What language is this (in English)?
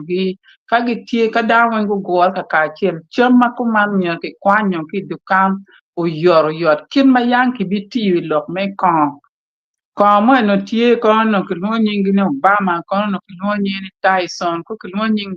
Acoli